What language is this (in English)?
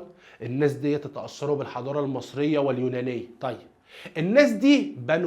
Egyptian Arabic